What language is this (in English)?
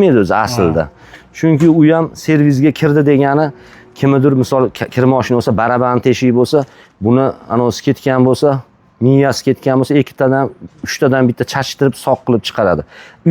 Uzbek